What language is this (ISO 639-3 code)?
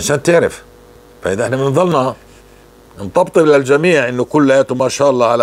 apc